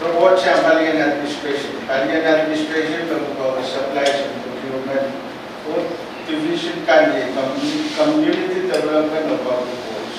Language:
Pohnpeian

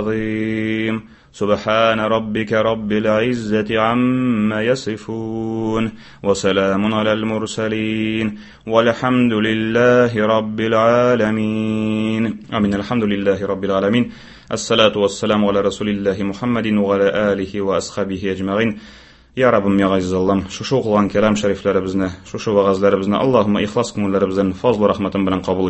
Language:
Tatar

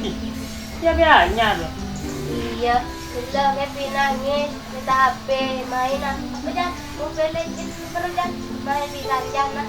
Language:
Madurese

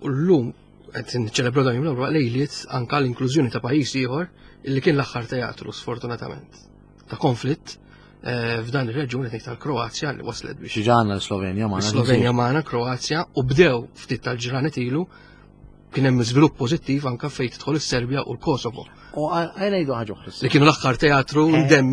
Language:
Maltese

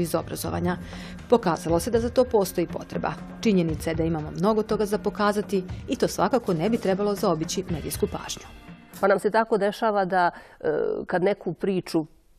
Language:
Bosnian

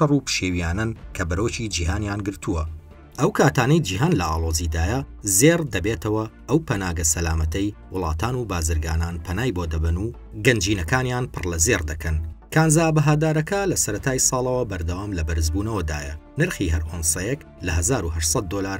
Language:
Central Kurdish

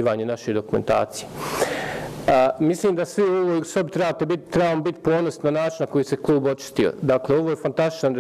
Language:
Bosnian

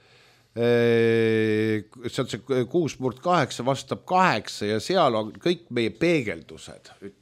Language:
Estonian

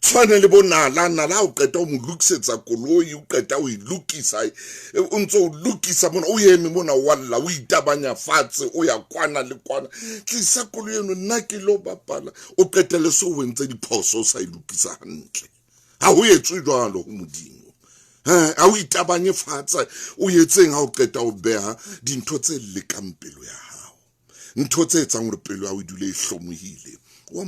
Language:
Southern Sotho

